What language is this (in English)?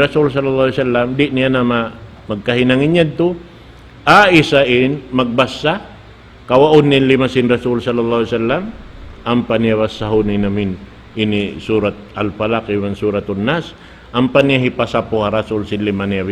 Tausug